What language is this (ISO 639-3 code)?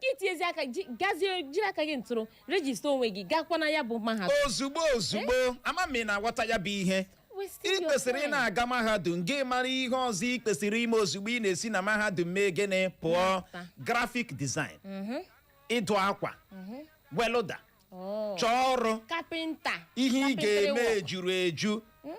ibo